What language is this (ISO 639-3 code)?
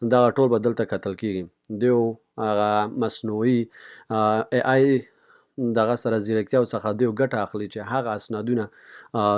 pus